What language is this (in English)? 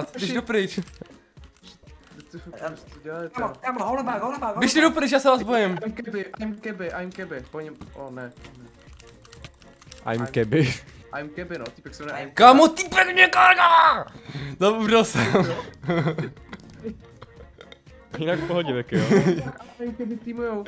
Czech